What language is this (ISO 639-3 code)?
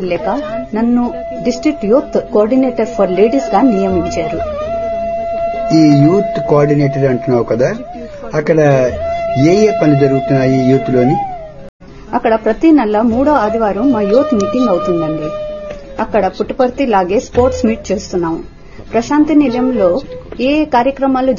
tel